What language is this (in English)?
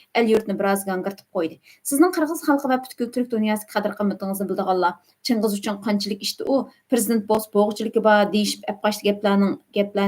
Uyghur